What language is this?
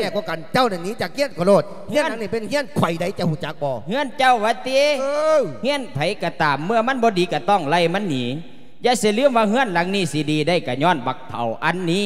Lao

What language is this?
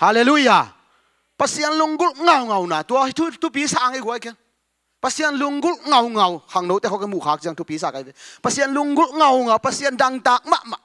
Tedim Chin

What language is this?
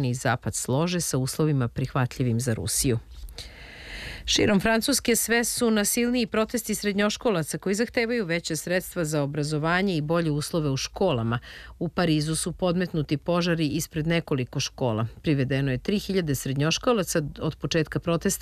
Serbian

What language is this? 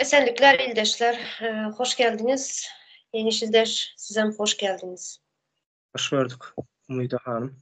Turkmen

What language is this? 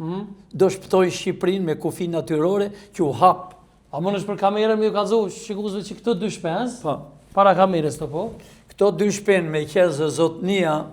Albanian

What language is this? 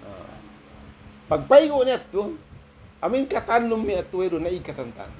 Tausug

